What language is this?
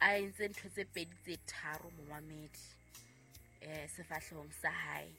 Southern Sotho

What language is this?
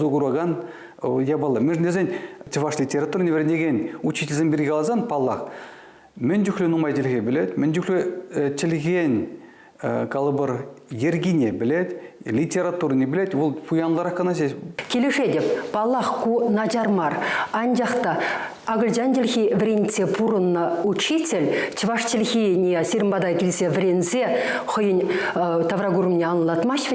Chuvash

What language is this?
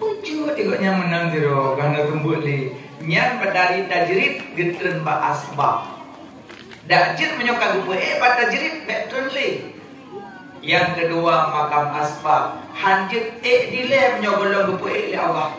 Achinese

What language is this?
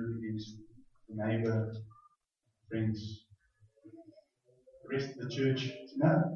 Afrikaans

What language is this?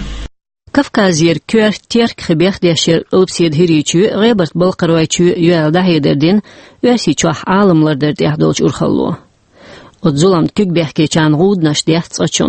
Chechen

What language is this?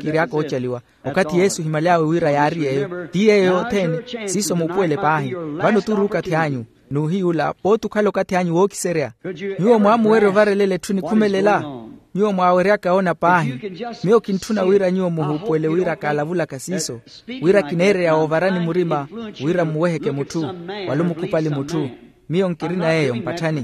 Makhuwa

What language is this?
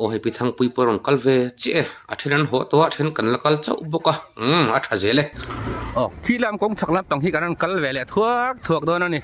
Mizo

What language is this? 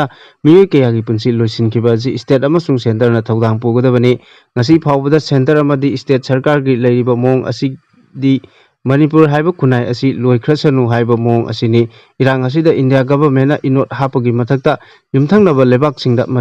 Manipuri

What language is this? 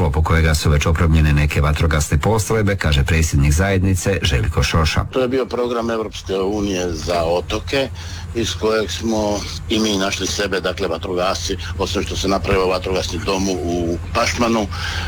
Croatian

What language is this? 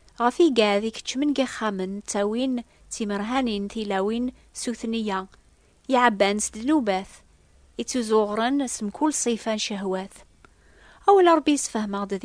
Kabyle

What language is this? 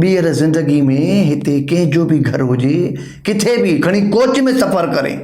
Sindhi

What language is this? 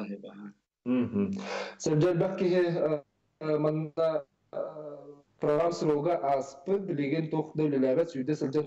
Yakut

